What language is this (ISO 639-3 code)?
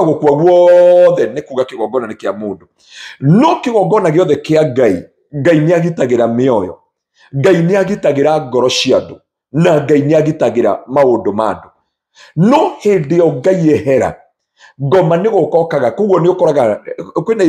kik